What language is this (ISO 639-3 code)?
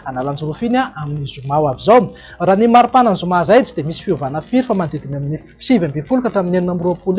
mlg